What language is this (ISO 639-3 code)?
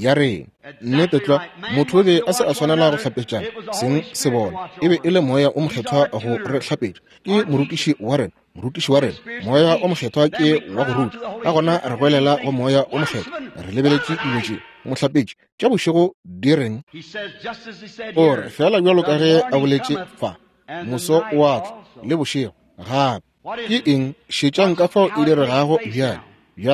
nso